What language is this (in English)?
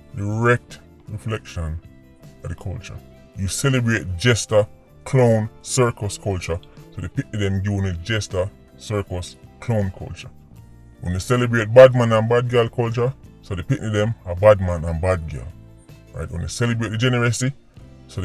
Jamaican Creole English